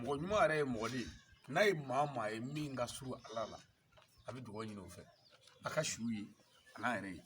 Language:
Bambara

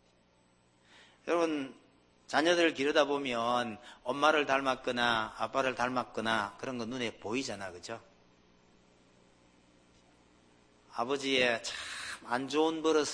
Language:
Korean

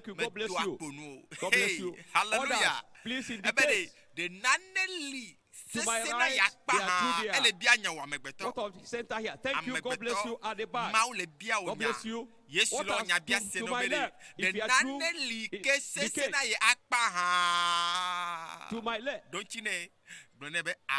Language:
Ewe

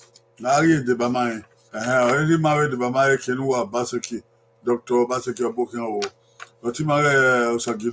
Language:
Bini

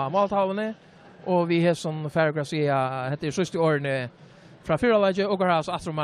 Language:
Faroese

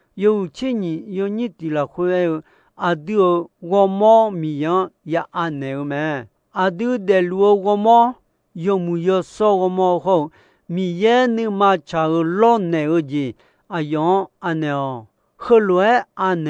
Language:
Akha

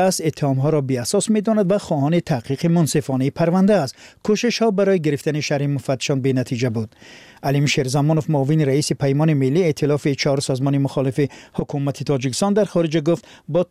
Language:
Tajik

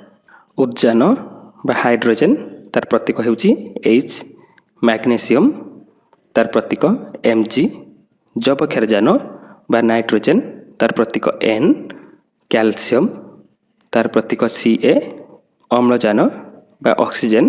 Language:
Odia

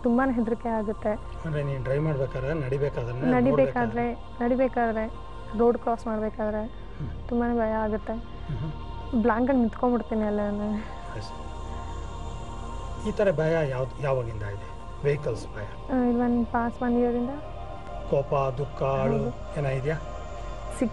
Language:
Kannada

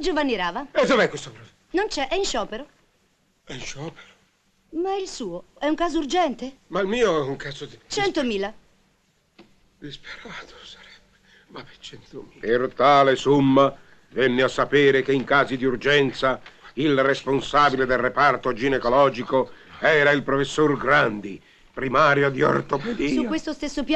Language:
Italian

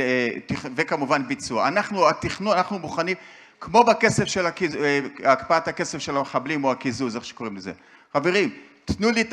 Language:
Hebrew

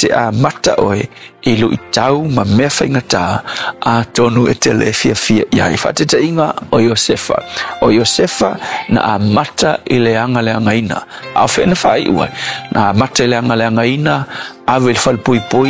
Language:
Samoan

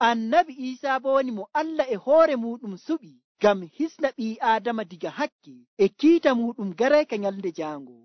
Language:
Nigerian Fulfulde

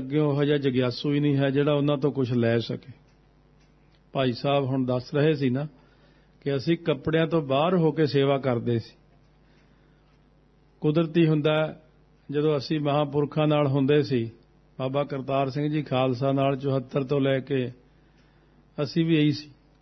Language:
Punjabi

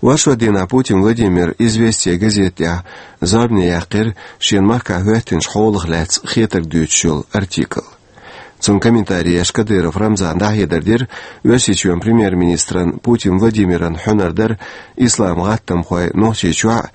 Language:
Chechen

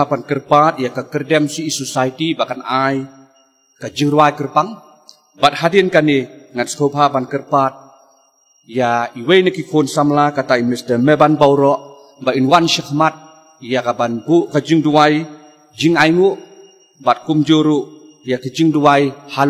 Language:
Khasi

